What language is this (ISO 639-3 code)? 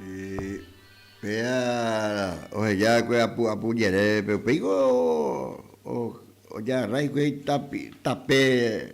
grn